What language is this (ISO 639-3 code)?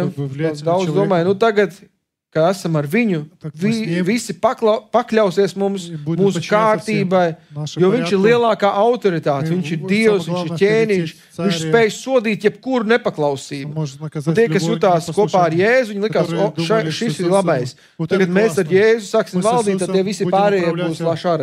lav